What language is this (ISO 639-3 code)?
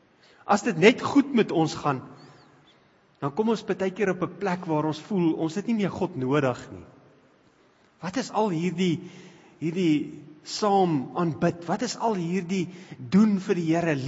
afr